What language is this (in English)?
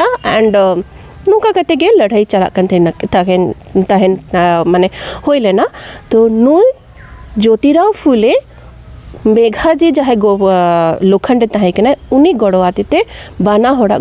Santali